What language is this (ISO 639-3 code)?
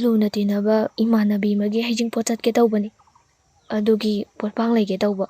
mni